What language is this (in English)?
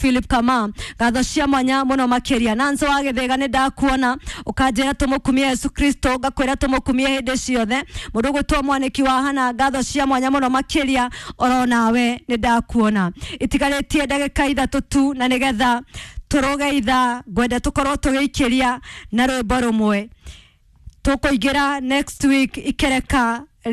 Kikuyu